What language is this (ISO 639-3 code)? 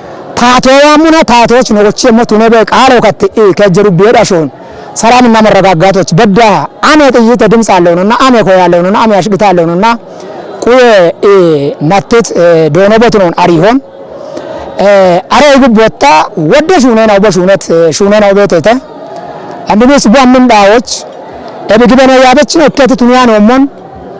kbr